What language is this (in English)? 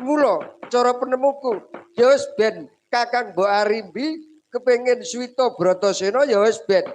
Javanese